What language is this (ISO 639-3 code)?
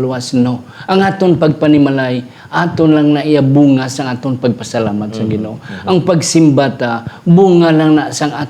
hil